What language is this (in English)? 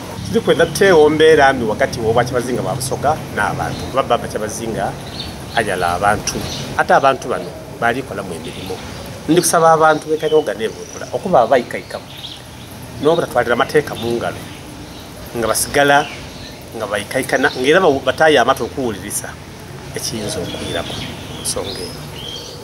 Soga